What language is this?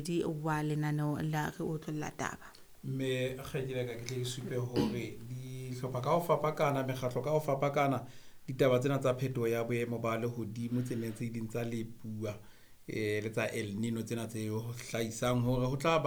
Southern Sotho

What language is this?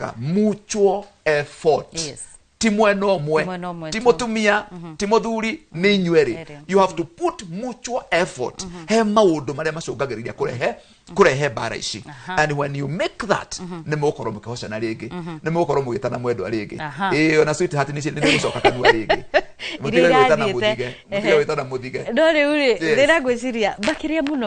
Kikuyu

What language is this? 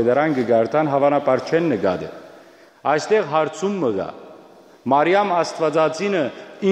Western Armenian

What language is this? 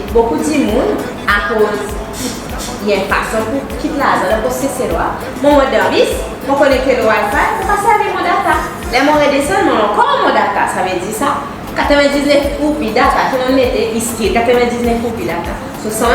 Seselwa Creole French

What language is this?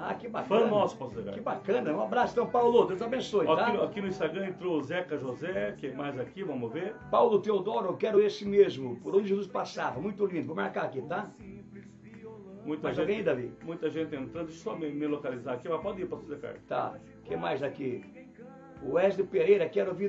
Portuguese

